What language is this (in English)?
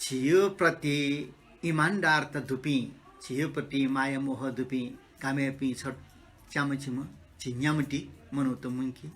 Newari